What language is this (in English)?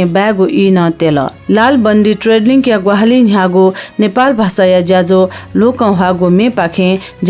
Newari